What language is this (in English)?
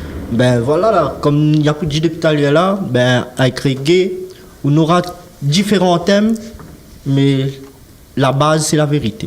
Réunion Creole French